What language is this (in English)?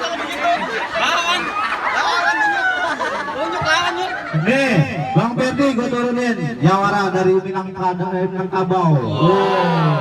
Betawi